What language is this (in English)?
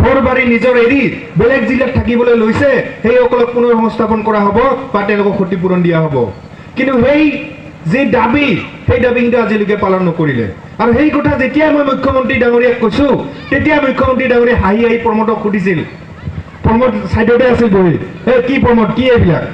Assamese